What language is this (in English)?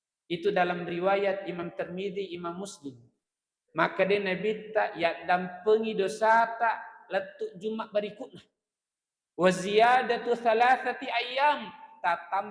Buginese